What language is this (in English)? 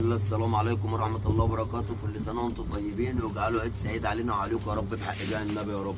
Egyptian Arabic